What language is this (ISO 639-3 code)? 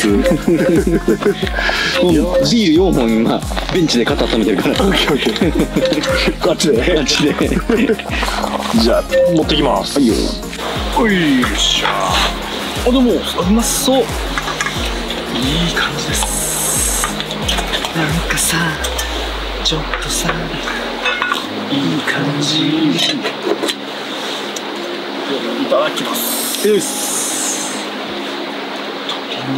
jpn